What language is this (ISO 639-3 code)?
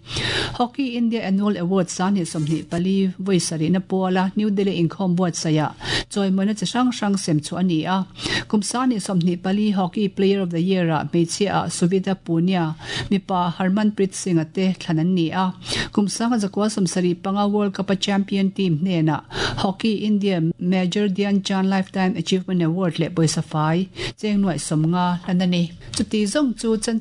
lus